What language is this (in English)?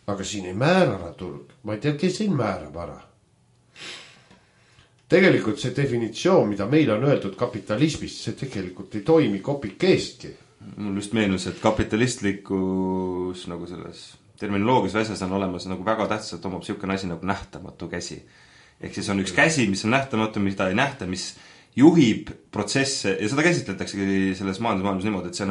Estonian